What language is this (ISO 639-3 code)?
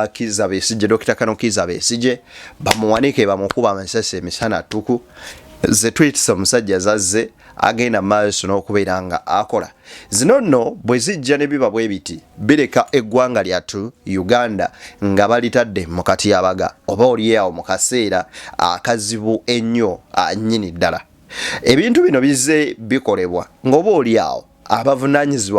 lug